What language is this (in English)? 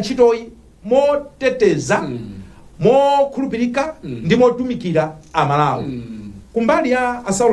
Nyanja